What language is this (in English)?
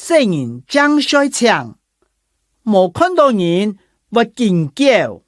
Hakka Chinese